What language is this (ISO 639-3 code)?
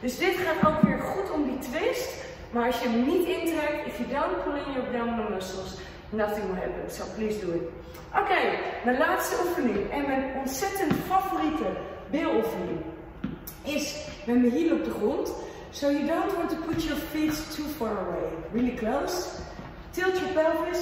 nld